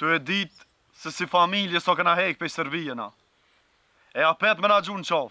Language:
Albanian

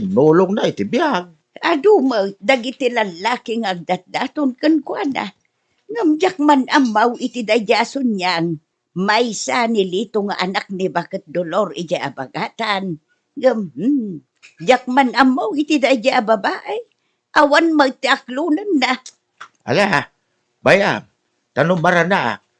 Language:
Iloko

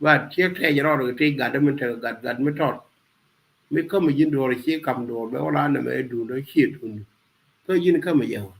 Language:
Nuer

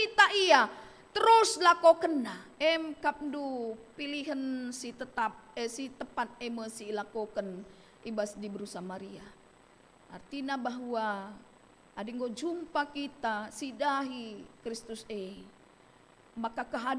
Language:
Batak Karo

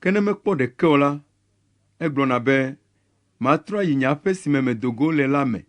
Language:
Ewe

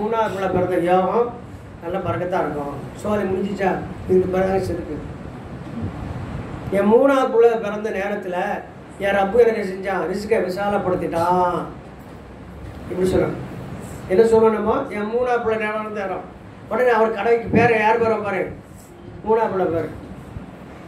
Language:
Tamil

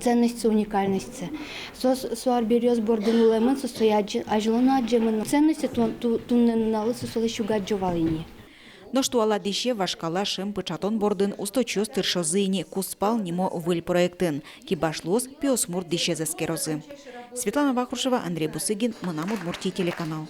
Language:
Udmurt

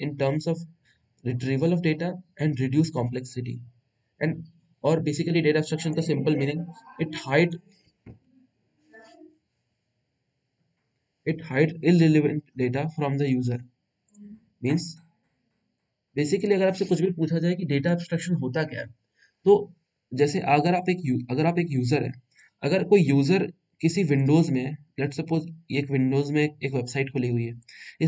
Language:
Hindi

